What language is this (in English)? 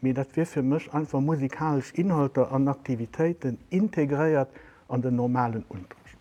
Luxembourgish